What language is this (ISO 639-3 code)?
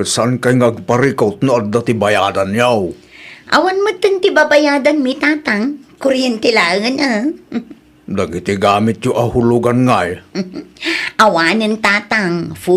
ilo